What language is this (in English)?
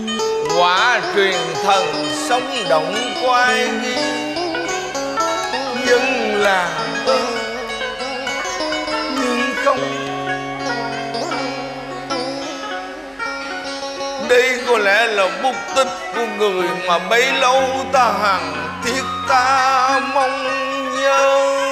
Vietnamese